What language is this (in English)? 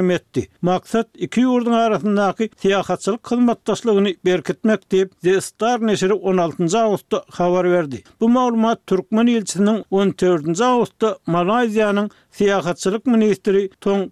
Turkmen